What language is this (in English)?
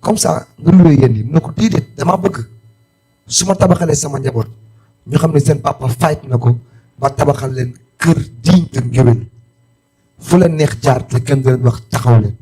Wolof